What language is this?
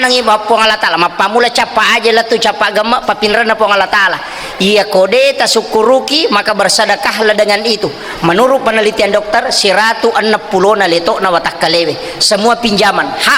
Buginese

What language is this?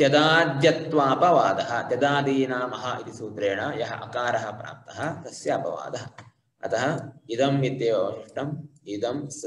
Sanskrit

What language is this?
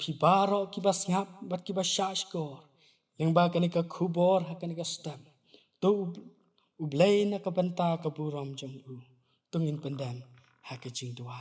Khasi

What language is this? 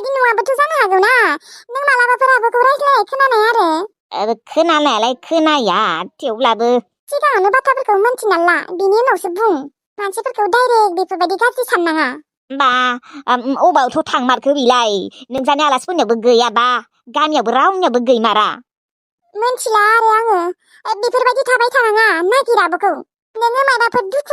Bodo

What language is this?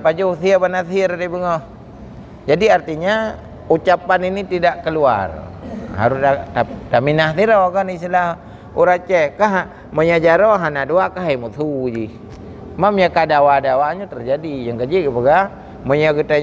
Achinese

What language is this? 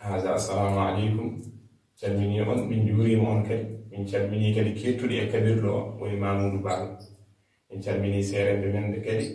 Fula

